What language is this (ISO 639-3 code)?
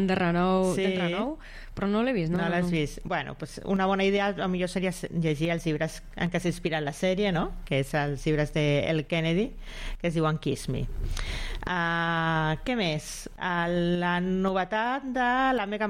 cat